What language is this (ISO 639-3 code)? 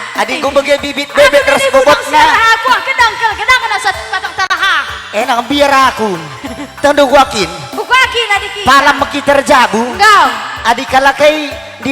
btx